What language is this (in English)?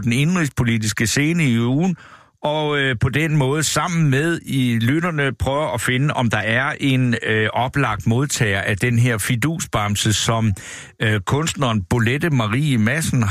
Danish